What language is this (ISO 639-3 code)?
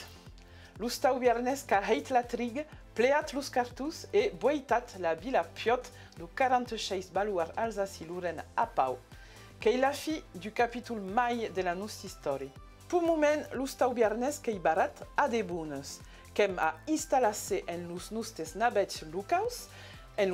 oci